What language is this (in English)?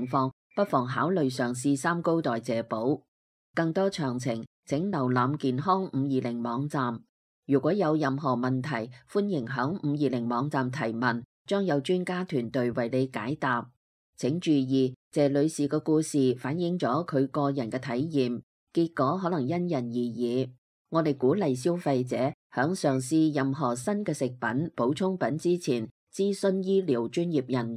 Cantonese